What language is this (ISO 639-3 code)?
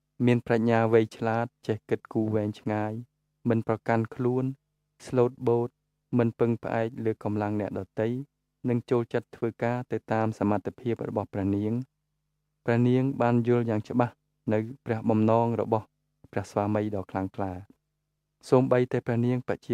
khm